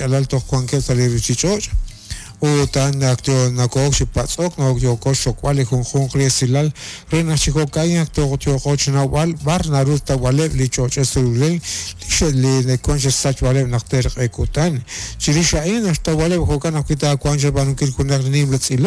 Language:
Kekchí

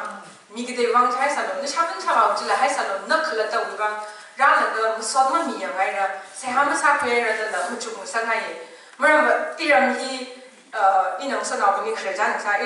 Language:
Tangkhul Naga (India)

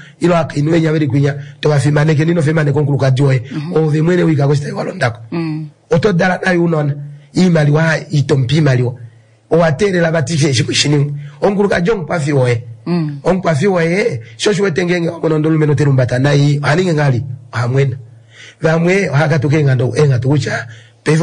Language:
Kuanyama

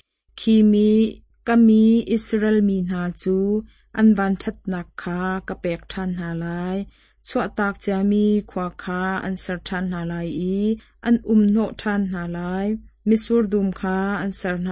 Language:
Hakha Chin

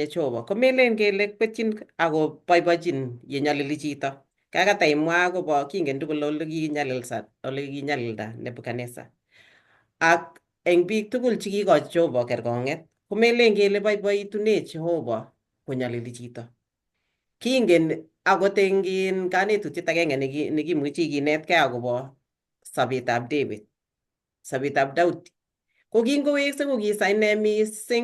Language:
Kalenjin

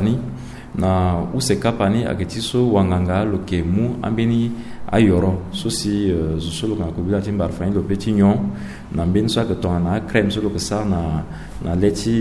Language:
Sango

